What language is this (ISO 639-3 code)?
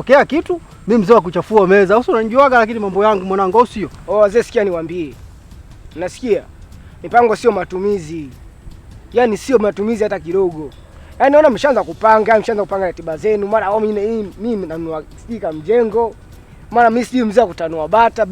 swa